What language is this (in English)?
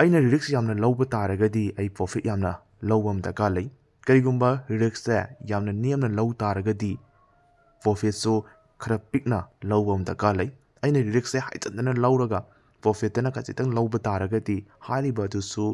Manipuri